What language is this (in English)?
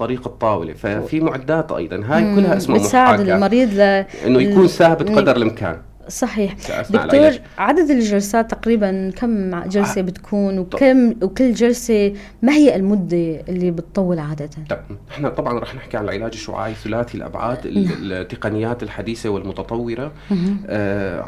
North Levantine Arabic